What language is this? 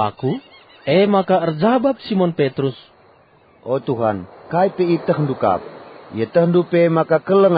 Batak Karo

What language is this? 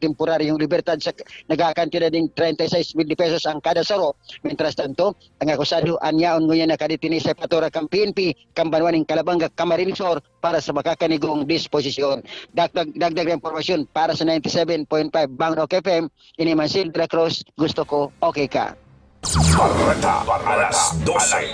Bikol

